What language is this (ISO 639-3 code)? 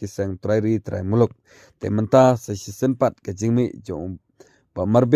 kha